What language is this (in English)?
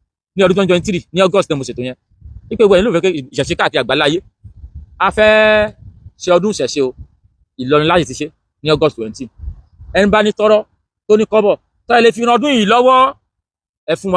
Yoruba